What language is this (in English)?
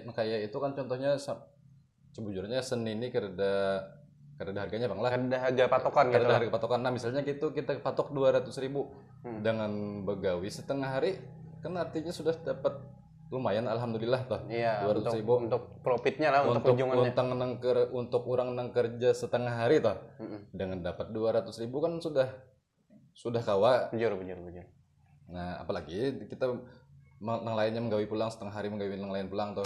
Banjar